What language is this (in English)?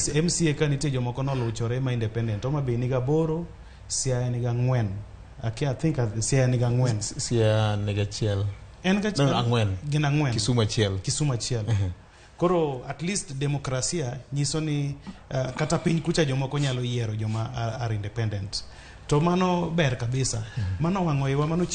Luo (Kenya and Tanzania)